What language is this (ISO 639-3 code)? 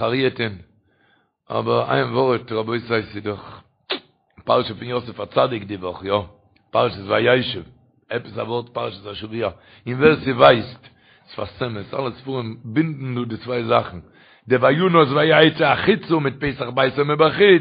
yid